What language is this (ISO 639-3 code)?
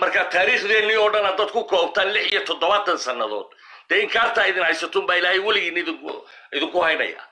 som